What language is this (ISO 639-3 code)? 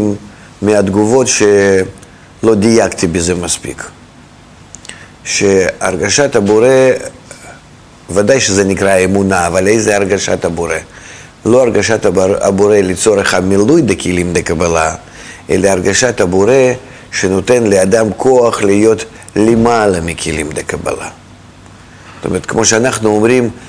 heb